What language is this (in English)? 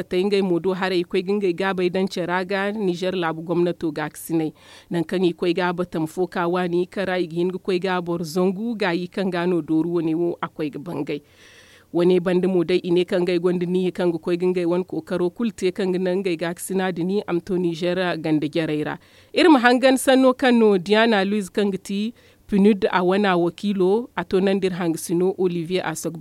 Zarma